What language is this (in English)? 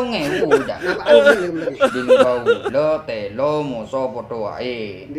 Madurese